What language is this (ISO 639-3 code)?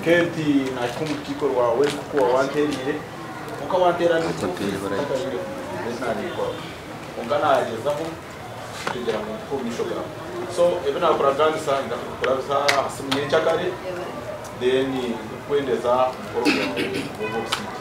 nyn